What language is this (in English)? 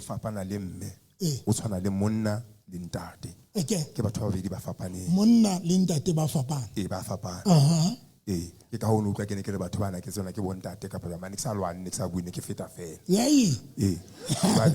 Southern Sotho